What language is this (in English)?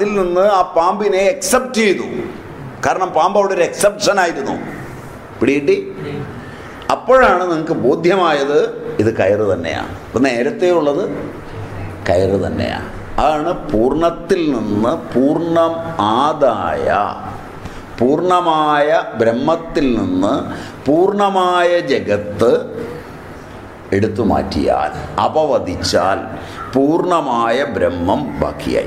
Malayalam